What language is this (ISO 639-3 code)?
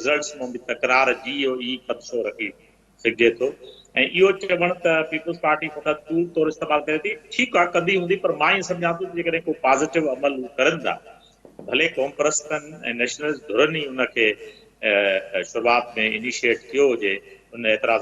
snd